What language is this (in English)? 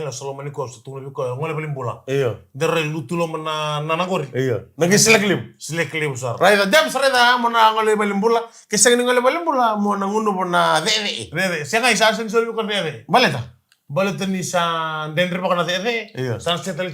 Fijian